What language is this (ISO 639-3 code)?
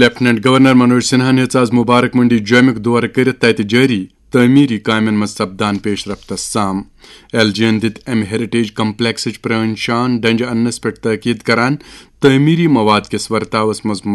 kas